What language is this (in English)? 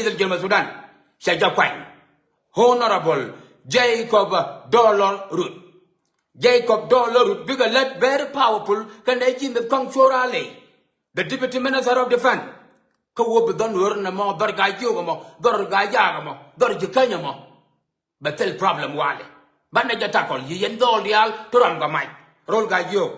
Nuer